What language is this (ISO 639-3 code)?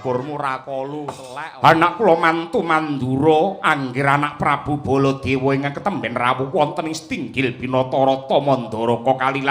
jav